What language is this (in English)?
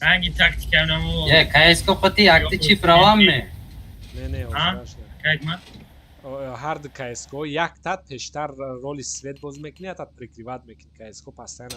Tajik